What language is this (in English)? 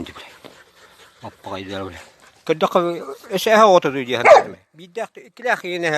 Yakut